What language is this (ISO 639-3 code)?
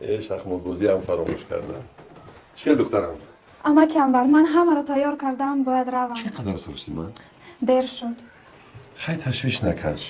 tgk